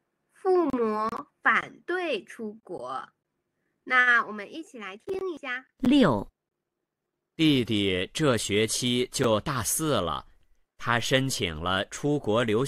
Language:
Chinese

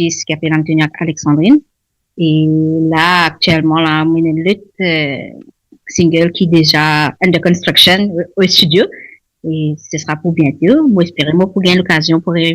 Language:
Morisyen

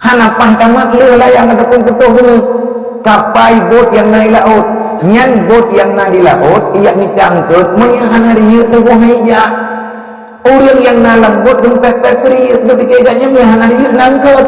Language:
Achinese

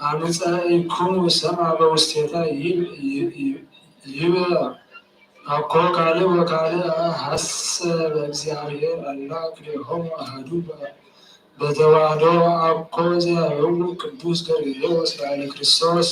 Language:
Geez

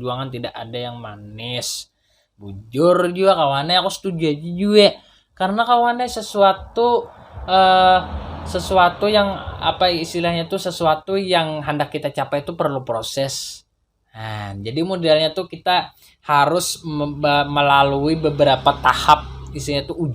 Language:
Banjar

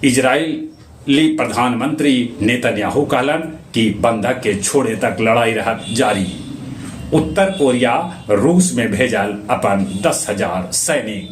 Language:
Magahi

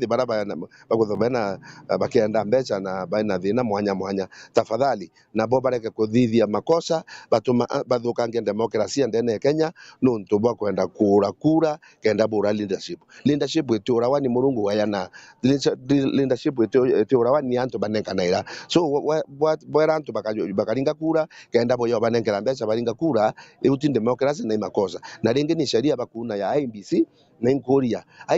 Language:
Meru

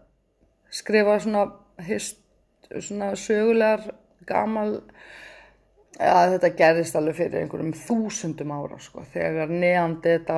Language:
Icelandic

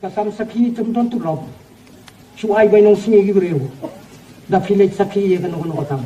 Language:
Khasi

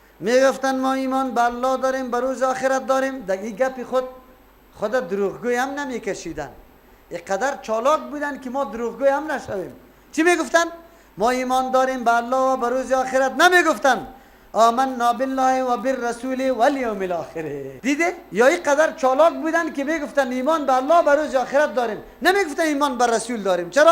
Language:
Persian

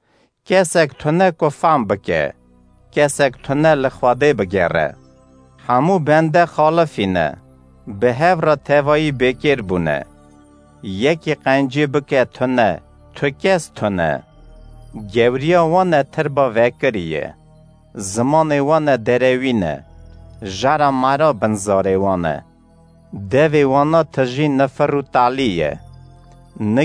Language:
Kurdish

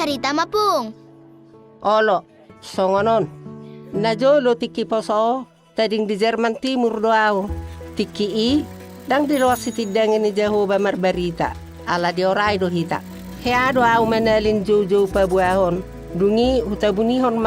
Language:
Batak Toba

